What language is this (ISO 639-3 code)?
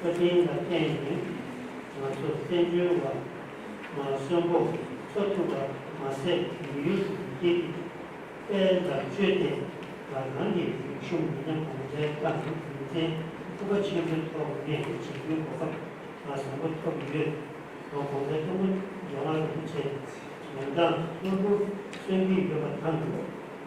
bod